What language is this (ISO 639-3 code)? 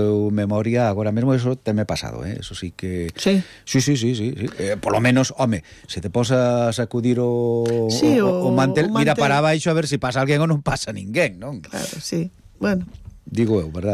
glg